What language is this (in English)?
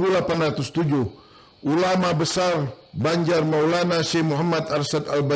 Banjar